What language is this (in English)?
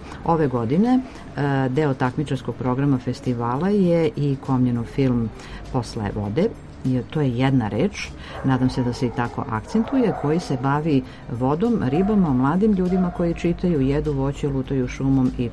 Serbian